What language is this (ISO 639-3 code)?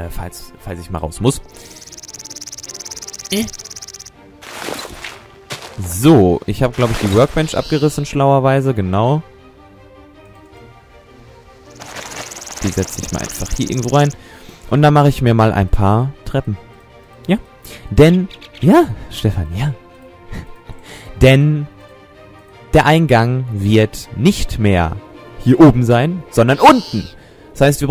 deu